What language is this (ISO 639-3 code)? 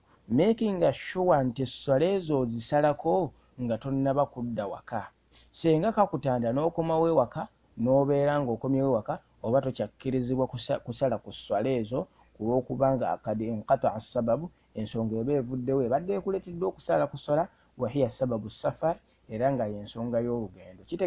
lug